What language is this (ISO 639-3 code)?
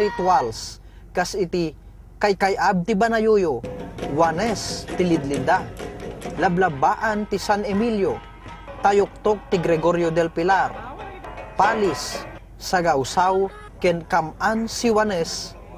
ilo